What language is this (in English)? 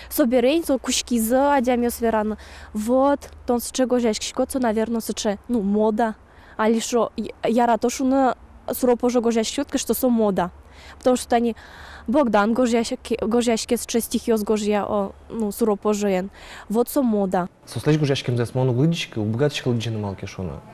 Udmurt